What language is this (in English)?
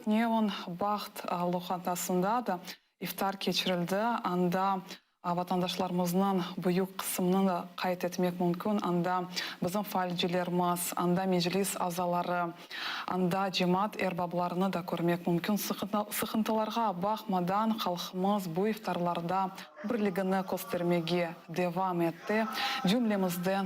Crimean Tatar